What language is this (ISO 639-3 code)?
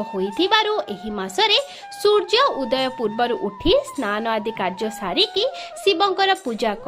ori